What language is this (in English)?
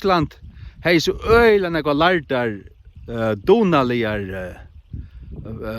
Faroese